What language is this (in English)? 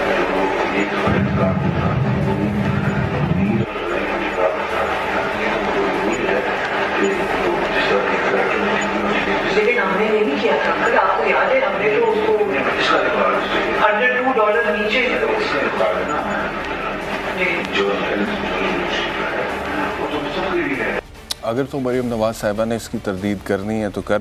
Urdu